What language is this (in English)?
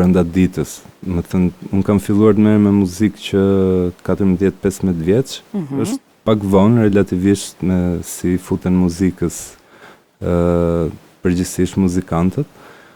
Albanian